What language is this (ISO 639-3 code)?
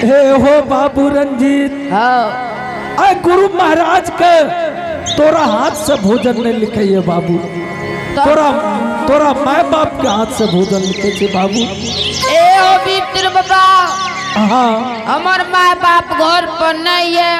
anp